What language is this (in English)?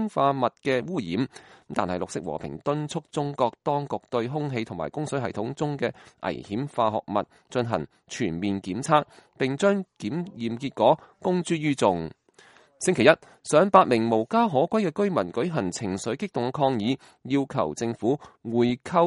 Cantonese